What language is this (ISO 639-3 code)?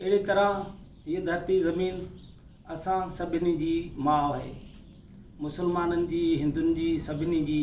snd